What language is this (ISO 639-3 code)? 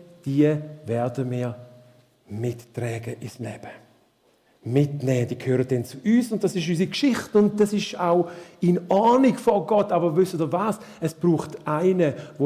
gsw